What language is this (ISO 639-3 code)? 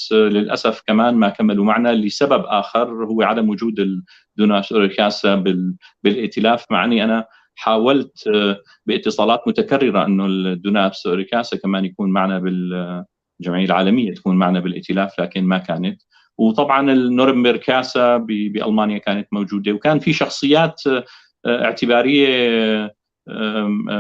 apc